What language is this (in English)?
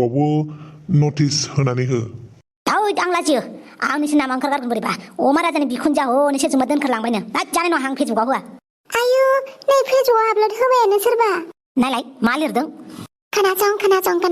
Bodo